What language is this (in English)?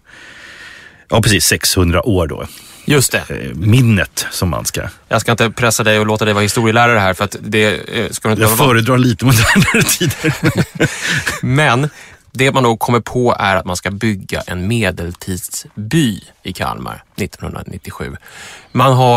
Swedish